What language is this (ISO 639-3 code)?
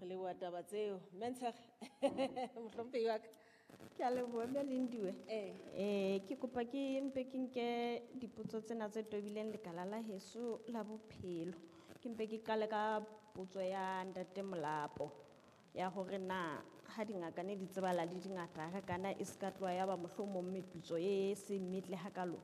sot